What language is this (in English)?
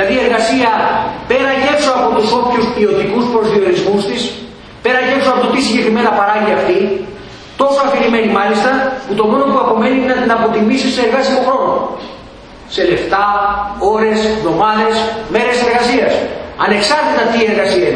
Greek